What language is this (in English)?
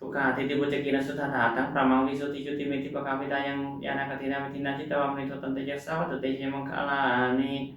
Pali